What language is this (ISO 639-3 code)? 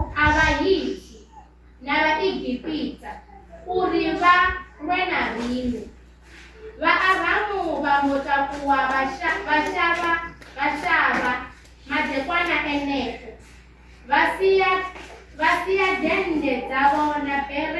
ven